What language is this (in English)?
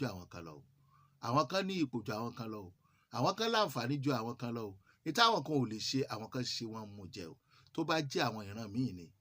Yoruba